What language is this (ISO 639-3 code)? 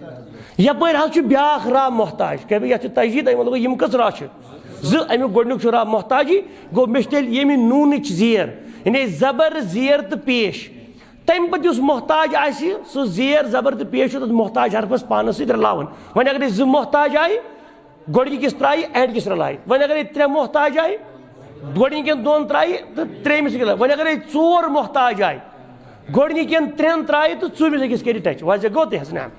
kas